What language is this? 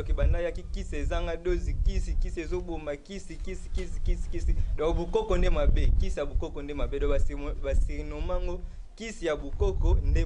Lingala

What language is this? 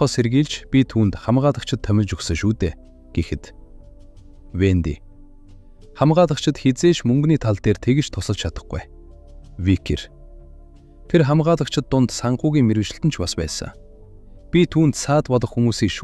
Mongolian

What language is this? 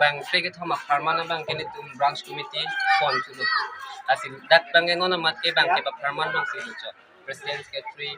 Karbi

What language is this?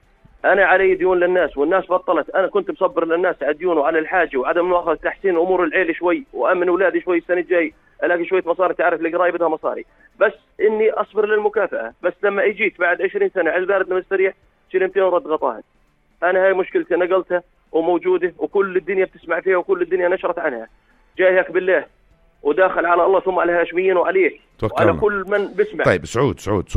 North Levantine Arabic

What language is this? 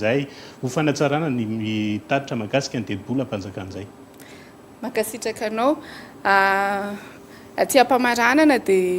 Malagasy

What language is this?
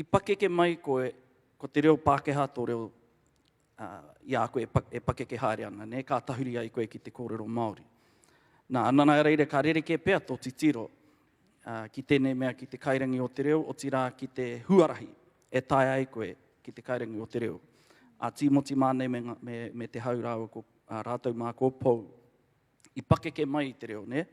Māori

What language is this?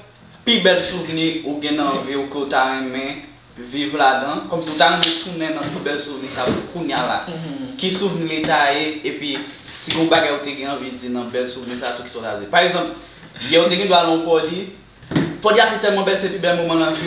Haitian Creole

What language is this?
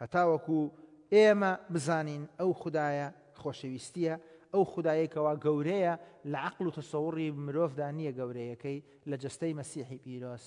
Central Kurdish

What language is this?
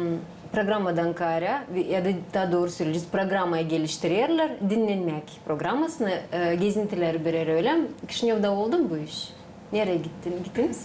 Gagauz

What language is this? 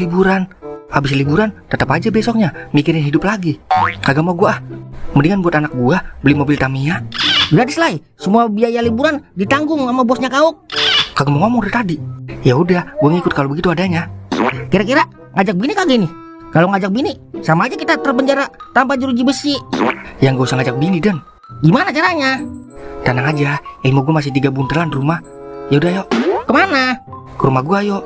Betawi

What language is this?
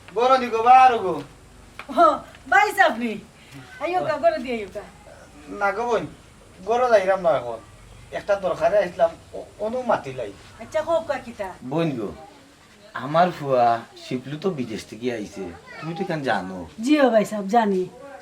Sylheti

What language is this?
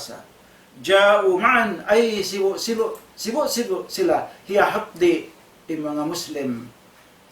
Tausug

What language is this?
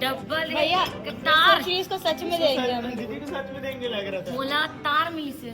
Chhattisgarhi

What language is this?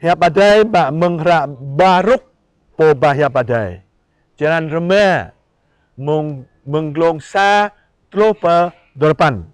Jarai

